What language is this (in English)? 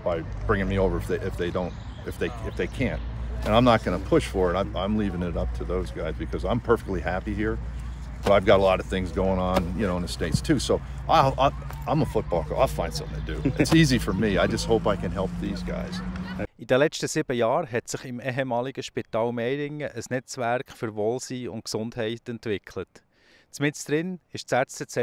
Swiss German